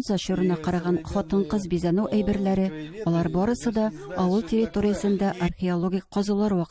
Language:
Tatar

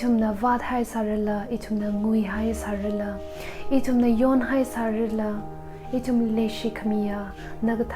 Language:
Tangkhul Naga (India)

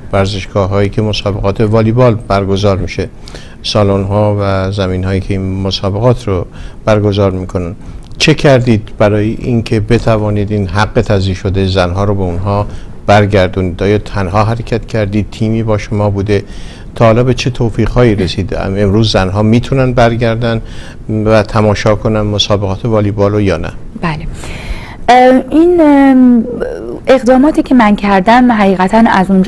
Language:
Persian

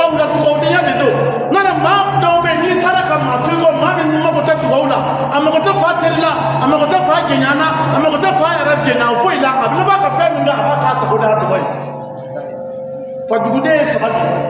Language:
Bambara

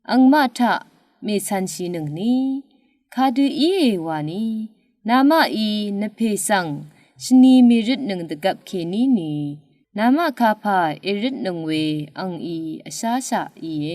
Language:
Rawang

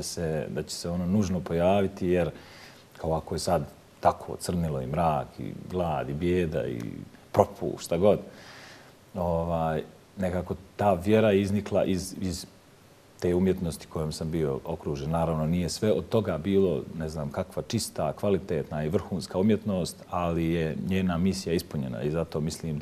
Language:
Bosnian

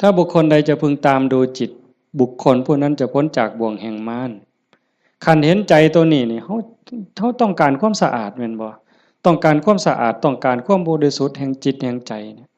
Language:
Northeastern Thai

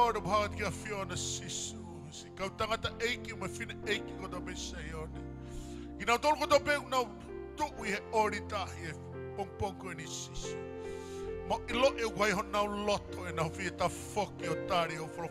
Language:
Tongan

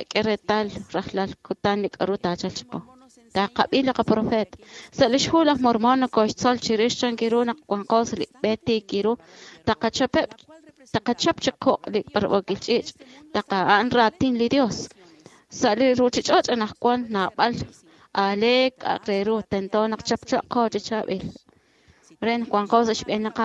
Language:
Kekchí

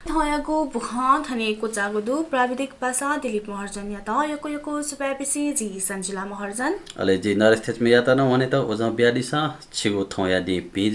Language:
Newari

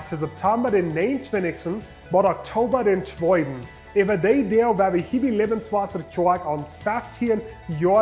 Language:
Plautdietsch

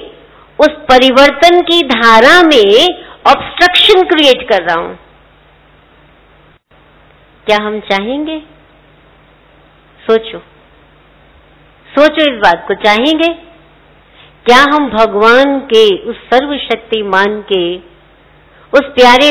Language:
Hindi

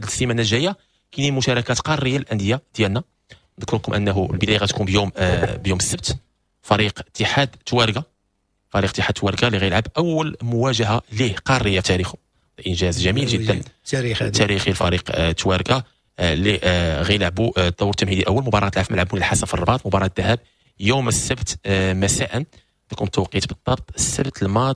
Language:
Moroccan Arabic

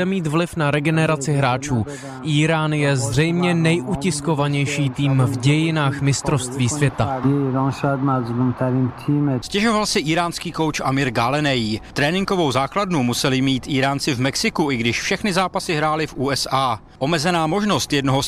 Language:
Czech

